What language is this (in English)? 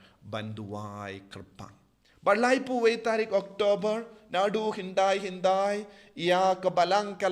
Khasi